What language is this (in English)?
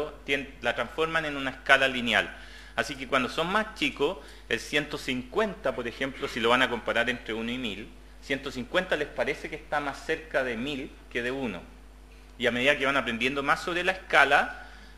Spanish